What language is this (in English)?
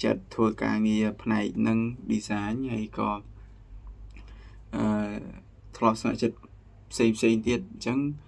Khmer